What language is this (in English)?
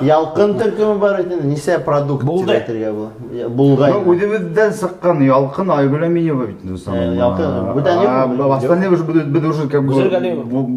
Bashkir